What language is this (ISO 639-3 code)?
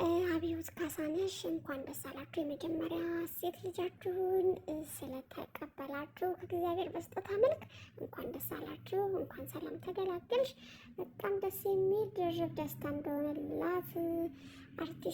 amh